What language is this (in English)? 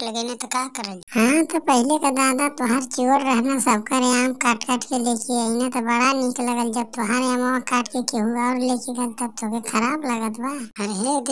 Bhojpuri